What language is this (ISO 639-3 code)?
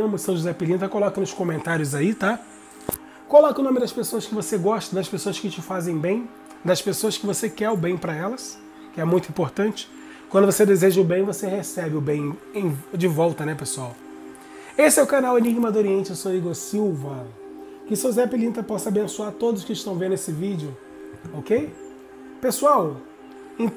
por